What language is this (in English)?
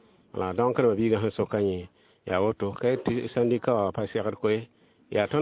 Mossi